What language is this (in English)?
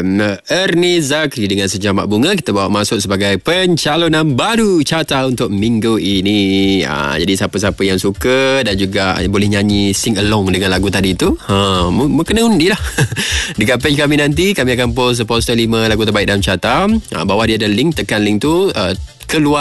Malay